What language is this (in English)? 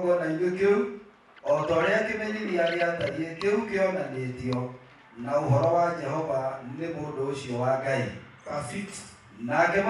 Kikuyu